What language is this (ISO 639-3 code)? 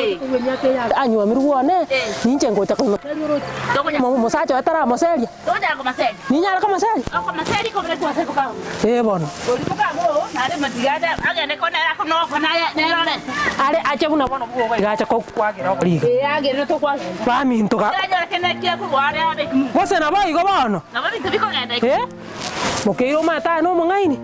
guz